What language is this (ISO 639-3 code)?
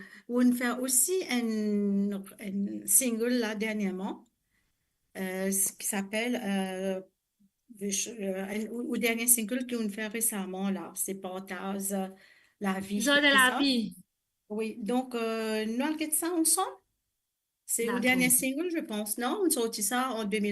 mfe